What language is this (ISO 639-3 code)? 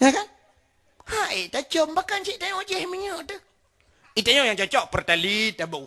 ace